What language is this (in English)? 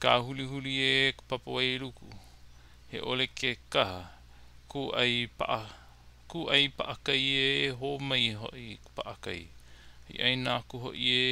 Hawaiian